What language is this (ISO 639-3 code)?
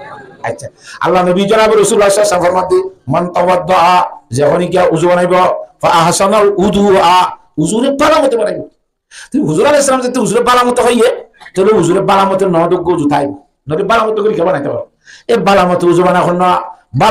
rhg